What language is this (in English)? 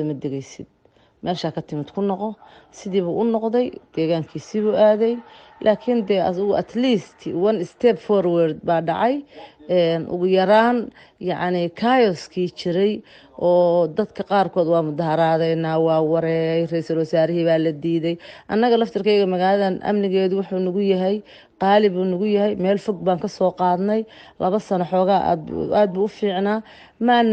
Somali